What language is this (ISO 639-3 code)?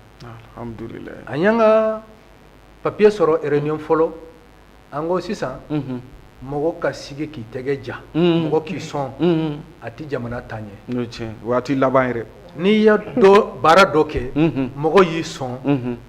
bam